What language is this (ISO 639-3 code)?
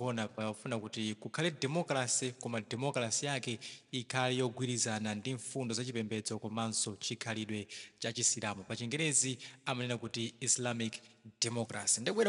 nya